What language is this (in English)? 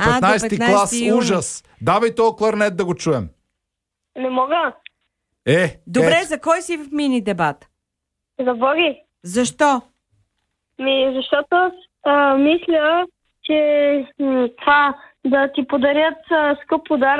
Bulgarian